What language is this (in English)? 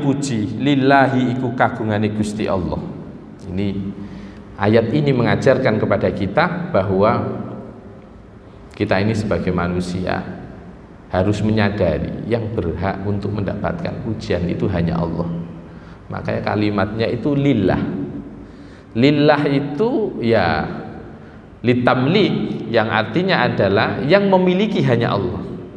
Indonesian